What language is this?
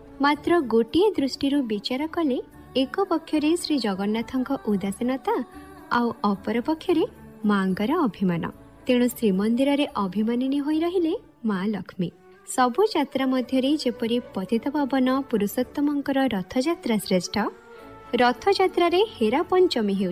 Odia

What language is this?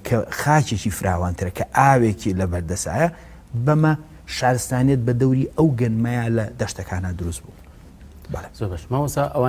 Central Kurdish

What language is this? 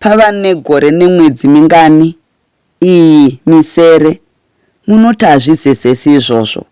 Shona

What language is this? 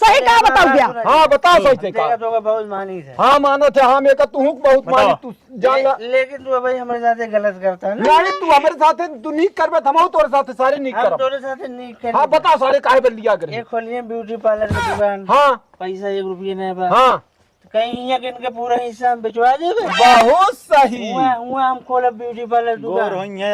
Awadhi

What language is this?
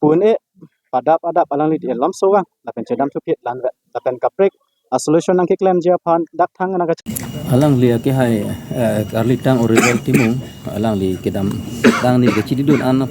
Karbi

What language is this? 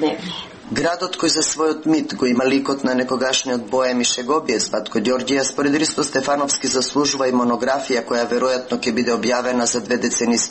Macedonian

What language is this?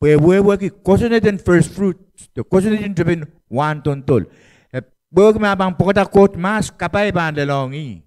Pohnpeian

